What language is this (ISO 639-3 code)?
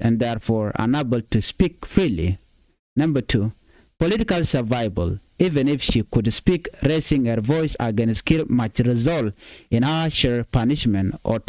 nus